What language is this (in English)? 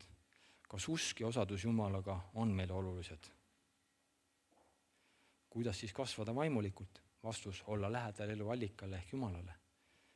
Estonian